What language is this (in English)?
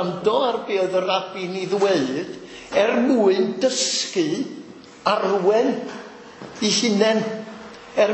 Welsh